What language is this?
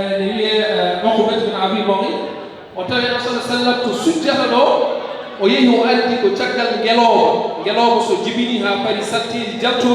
Fula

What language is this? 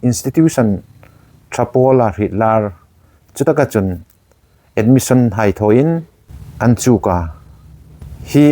Hmar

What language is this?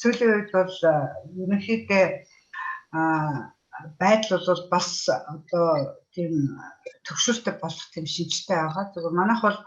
Mongolian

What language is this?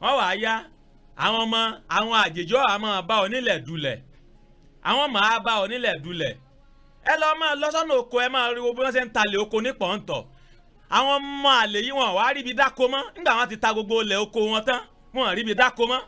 Yoruba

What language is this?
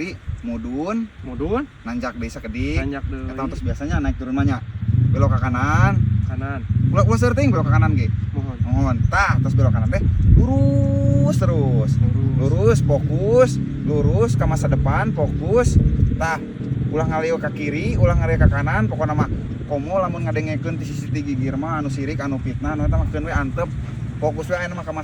Sundanese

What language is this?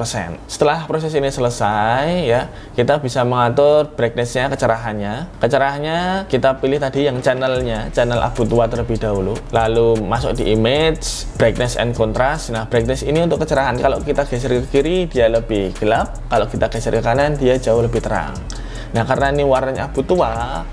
Indonesian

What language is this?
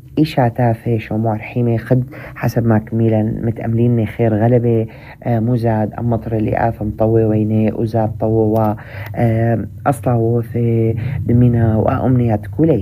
North Levantine Arabic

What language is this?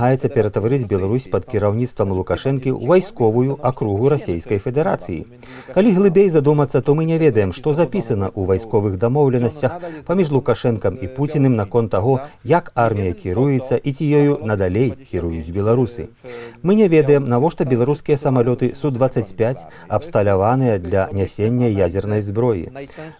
Belarusian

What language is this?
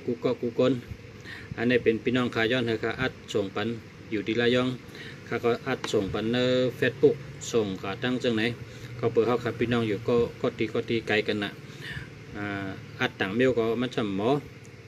Shan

